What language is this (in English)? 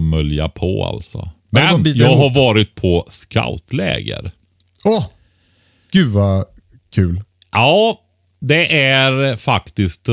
Swedish